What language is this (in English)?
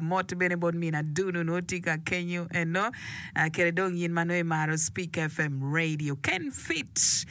Acoli